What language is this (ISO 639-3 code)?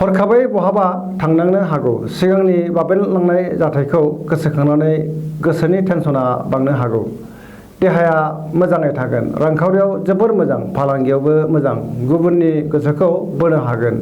brx